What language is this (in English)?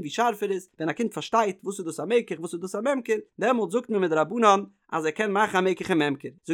Yiddish